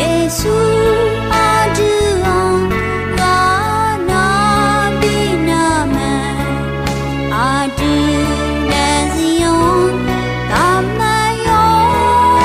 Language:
Akha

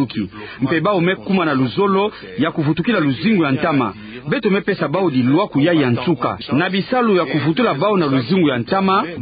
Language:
Kituba (Democratic Republic of Congo)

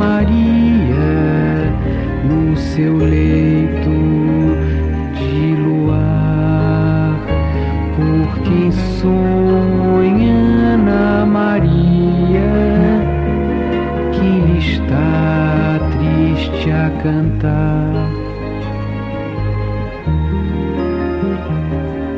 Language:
Portuguese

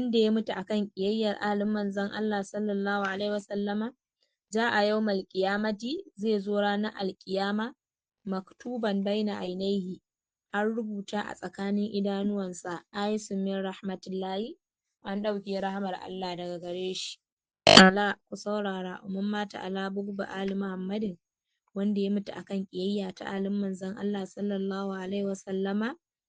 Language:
Hausa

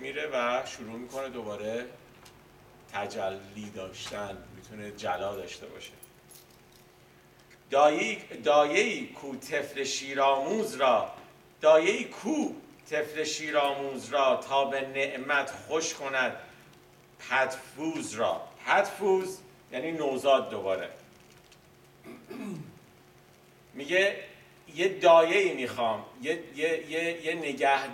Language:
Persian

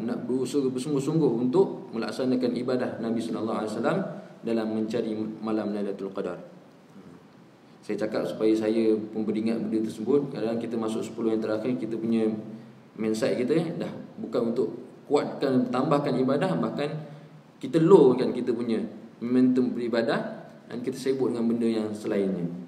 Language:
Malay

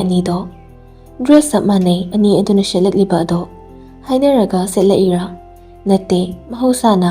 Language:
Manipuri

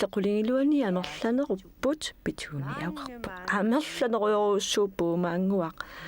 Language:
Kalaallisut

